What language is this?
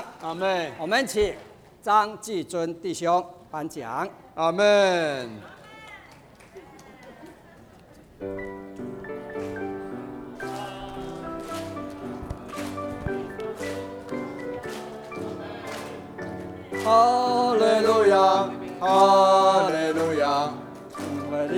Chinese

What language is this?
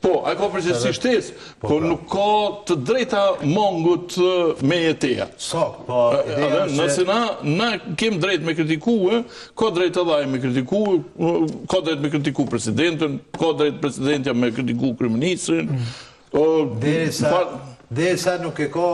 Albanian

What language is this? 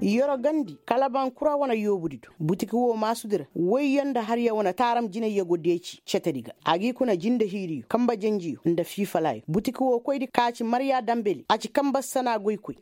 Koyraboro Senni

